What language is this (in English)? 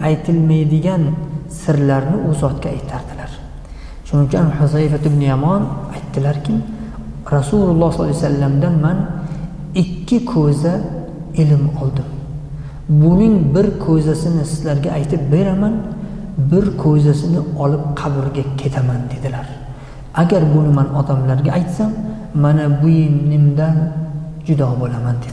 Uzbek